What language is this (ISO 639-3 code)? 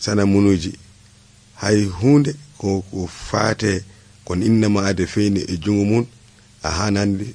fuv